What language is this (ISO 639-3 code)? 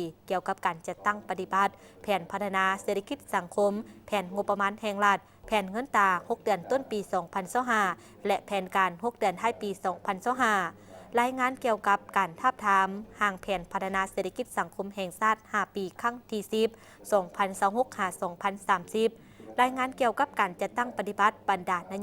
lao